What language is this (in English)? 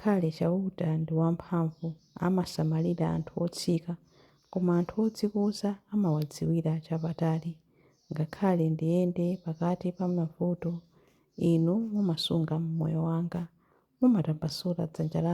Nyanja